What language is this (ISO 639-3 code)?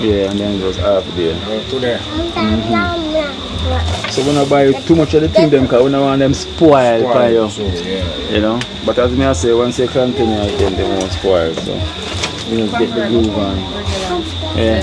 jam